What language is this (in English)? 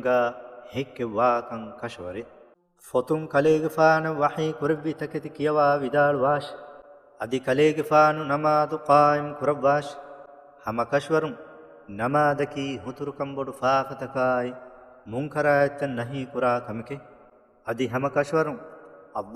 Divehi